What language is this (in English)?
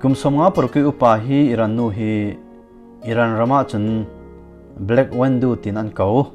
Falam Chin